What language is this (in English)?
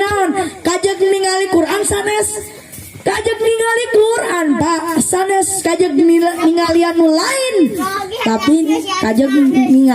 Sundanese